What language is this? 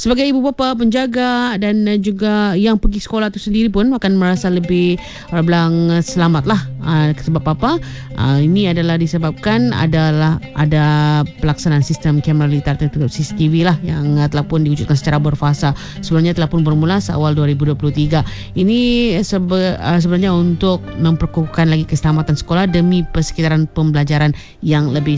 Malay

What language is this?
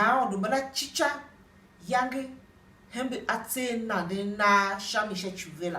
Tiv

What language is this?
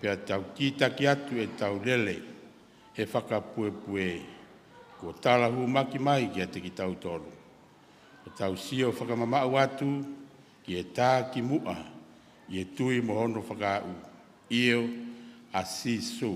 Tongan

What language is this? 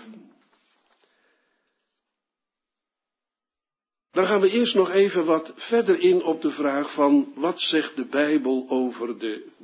Dutch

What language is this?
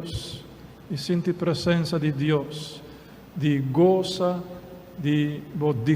Papiamento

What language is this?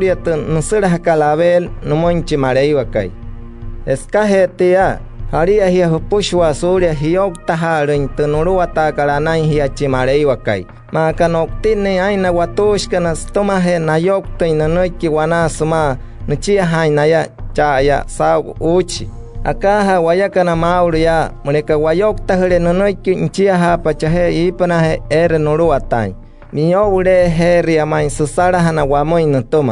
Wayuu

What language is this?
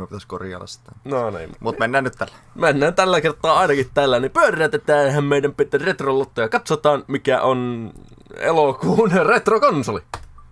Finnish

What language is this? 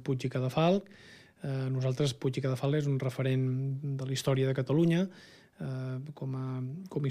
Catalan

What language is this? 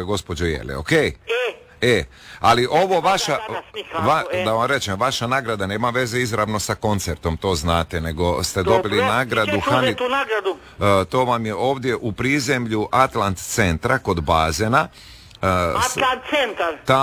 Croatian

